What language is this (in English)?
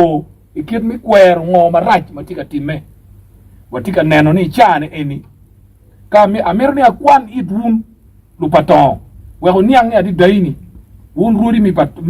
Acoli